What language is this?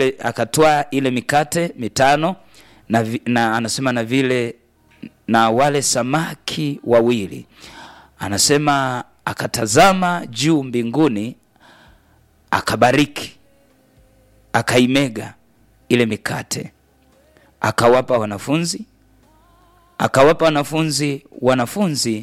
Swahili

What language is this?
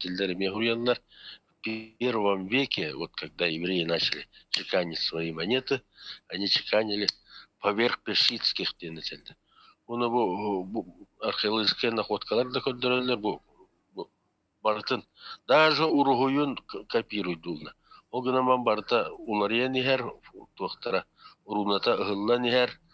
Yakut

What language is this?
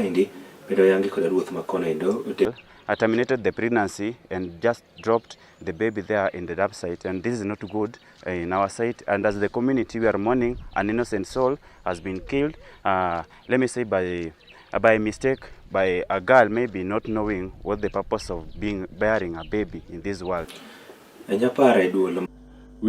Luo (Kenya and Tanzania)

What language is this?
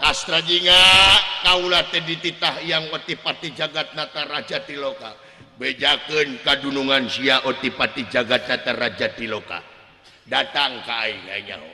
Sundanese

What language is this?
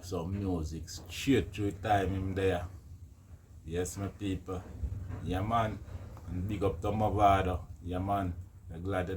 Jamaican Creole English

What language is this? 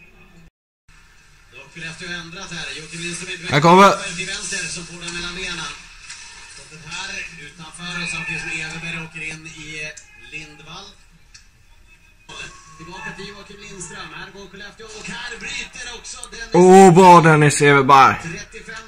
Swedish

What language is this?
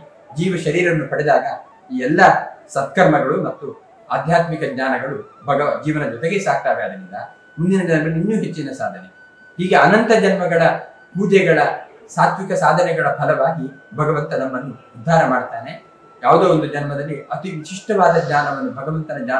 Kannada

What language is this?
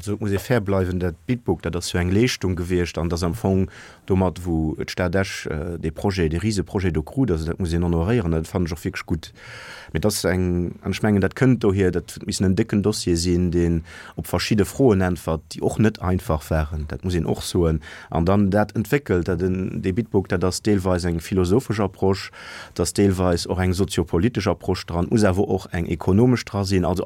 Luxembourgish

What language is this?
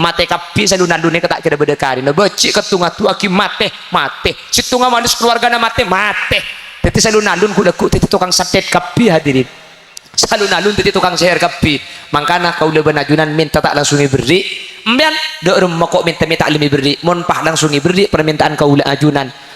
Madurese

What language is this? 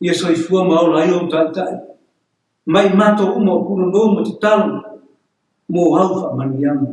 Samoan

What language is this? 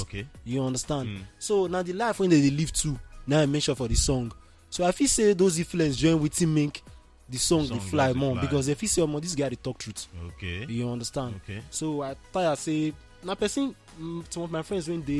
Nigerian Pidgin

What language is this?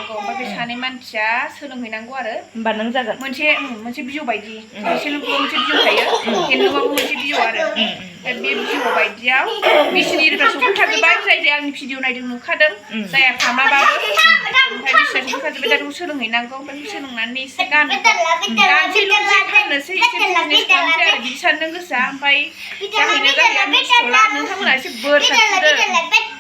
Bodo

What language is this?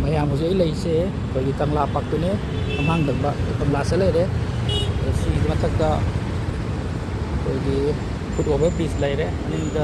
Manipuri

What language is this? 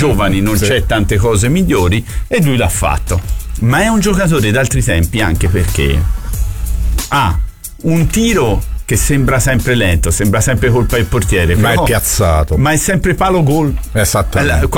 Italian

